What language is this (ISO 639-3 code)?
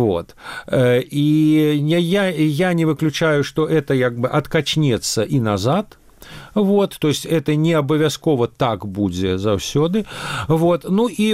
bel